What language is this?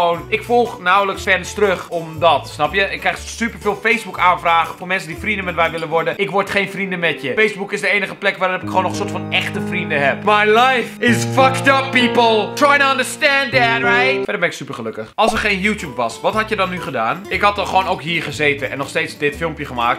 Dutch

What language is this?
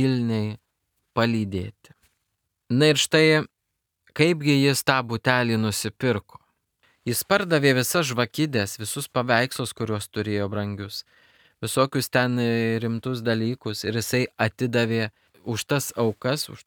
Lithuanian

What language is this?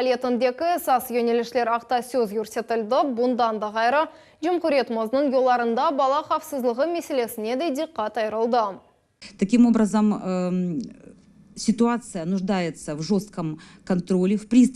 Crimean Tatar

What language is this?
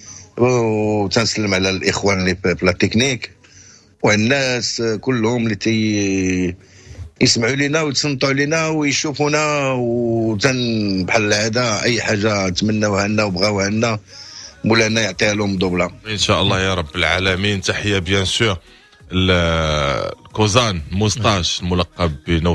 Moroccan Arabic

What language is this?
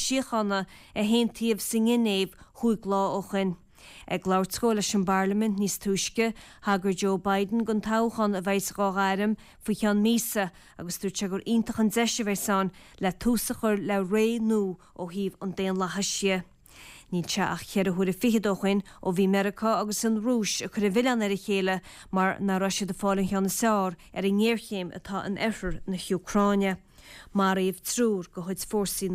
Irish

